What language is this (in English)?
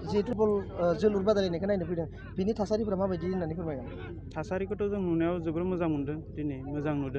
Bodo